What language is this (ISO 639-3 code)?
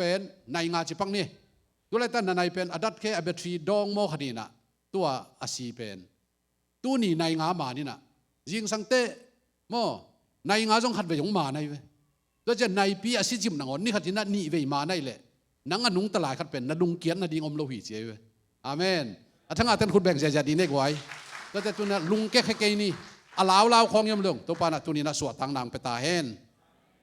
ctd